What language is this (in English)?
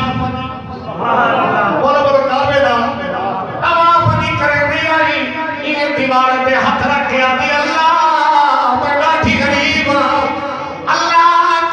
Saraiki